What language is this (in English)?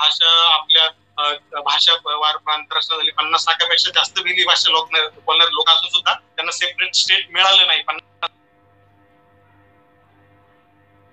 Marathi